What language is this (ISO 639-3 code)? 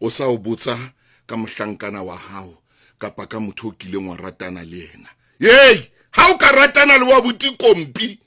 sot